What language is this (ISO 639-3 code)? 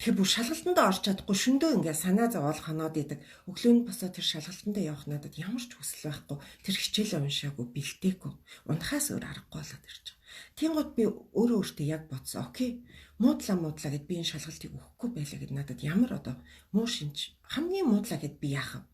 mon